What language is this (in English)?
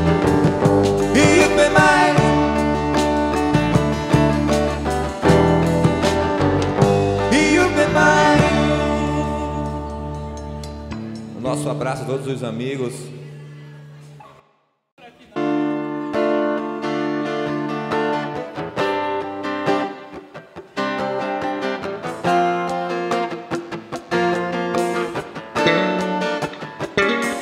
Portuguese